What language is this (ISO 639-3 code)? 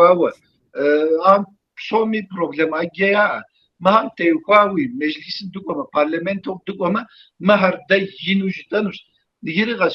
kbd